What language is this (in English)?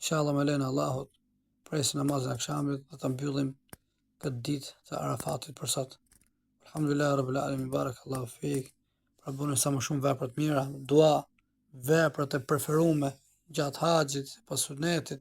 Albanian